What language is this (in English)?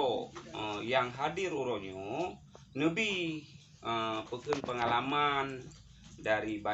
Achinese